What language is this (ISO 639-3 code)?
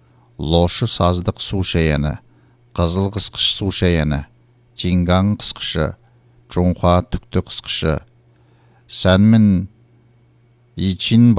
kaz